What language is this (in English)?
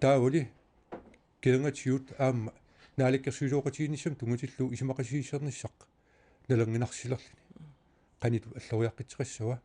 Kalaallisut